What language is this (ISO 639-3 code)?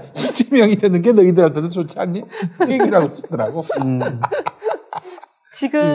kor